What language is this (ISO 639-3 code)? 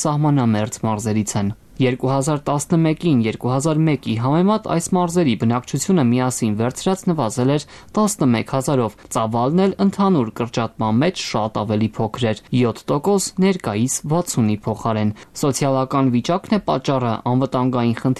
hye